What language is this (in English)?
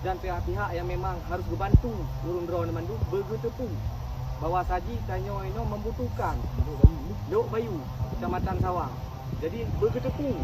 Achinese